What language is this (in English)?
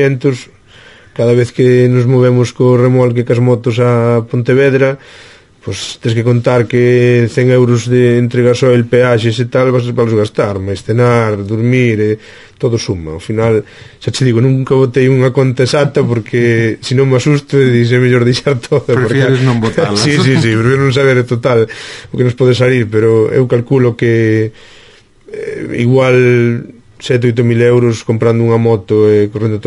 Galician